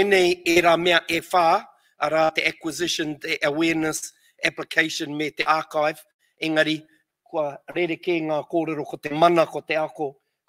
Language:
Māori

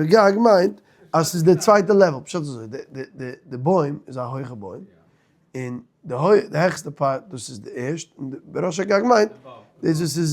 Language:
Yiddish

